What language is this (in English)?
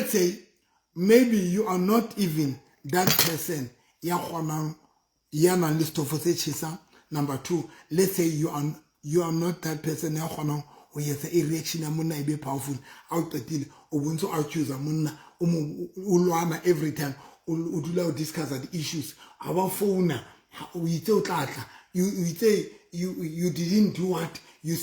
Southern Sotho